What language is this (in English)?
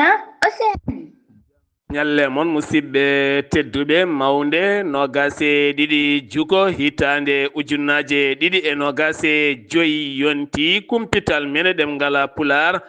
Fula